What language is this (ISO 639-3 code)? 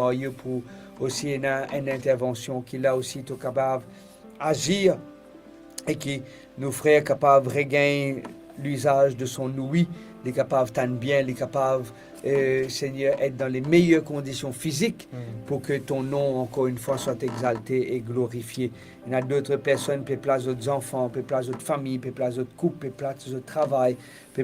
mfe